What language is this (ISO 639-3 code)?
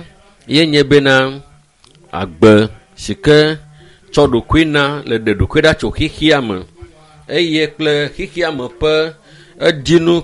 ewe